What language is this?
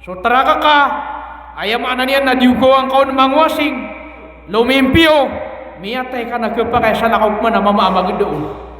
Maranao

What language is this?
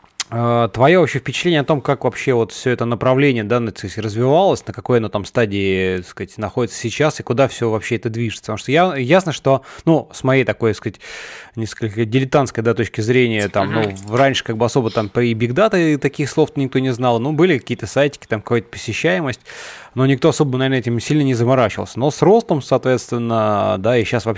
Russian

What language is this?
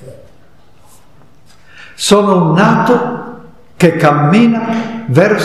Italian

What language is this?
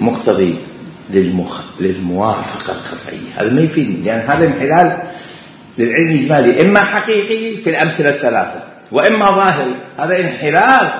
Mesopotamian Arabic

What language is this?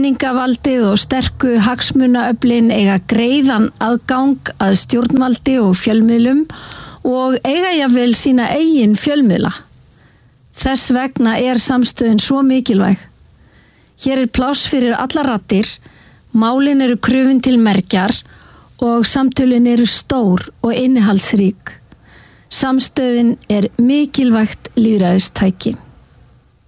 Icelandic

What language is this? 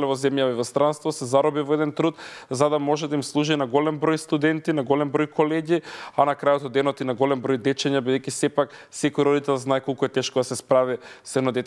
Macedonian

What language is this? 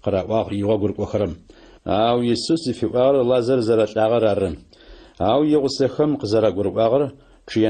Adyghe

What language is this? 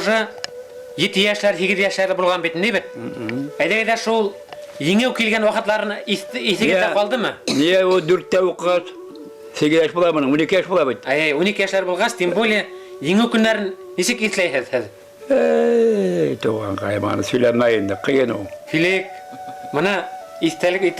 Bashkir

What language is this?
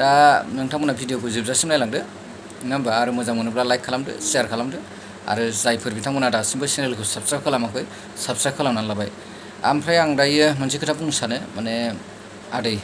Bodo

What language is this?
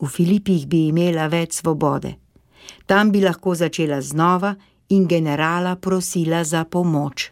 Slovenian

